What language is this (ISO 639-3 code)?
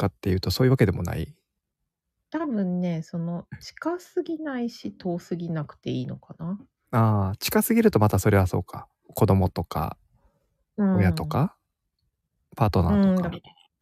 jpn